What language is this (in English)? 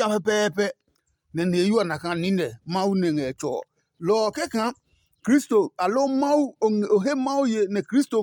Adangme